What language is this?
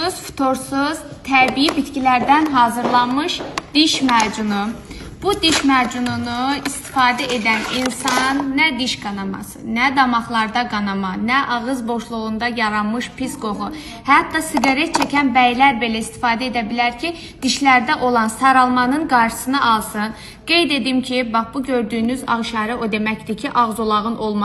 Azerbaijani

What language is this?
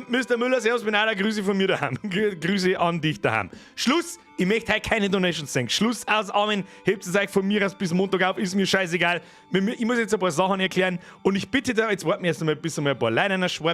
Bavarian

